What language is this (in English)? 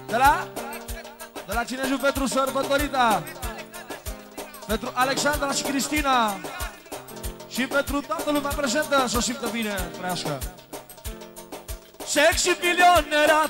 Romanian